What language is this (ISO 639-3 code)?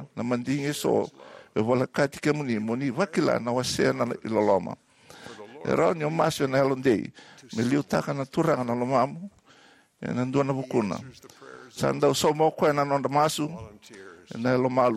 fij